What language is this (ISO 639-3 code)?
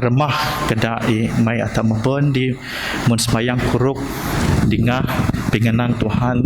bth